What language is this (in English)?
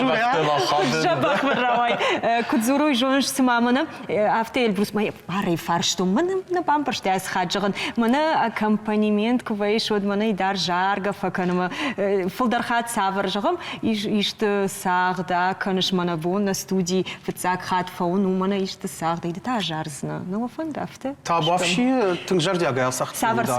Ossetic